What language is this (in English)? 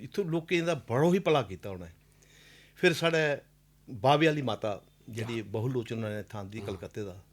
Dogri